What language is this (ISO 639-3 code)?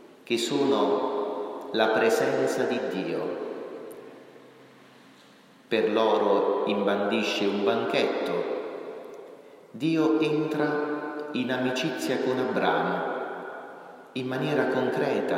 ita